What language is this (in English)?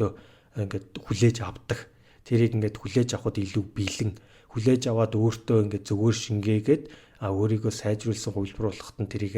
Mongolian